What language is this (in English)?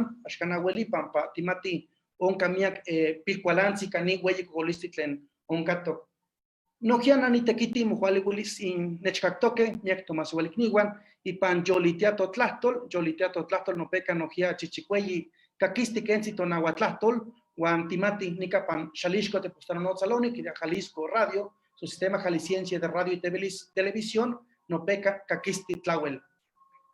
Eastern Huasteca Nahuatl